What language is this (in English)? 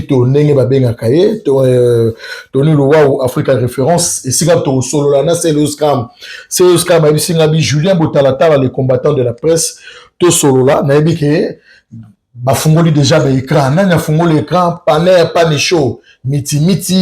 Lingala